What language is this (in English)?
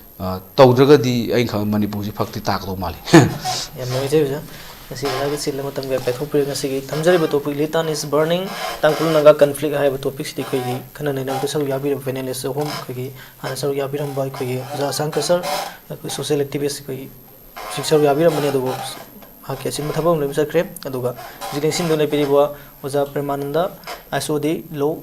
Manipuri